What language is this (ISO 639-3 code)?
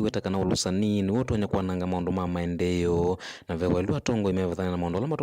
kam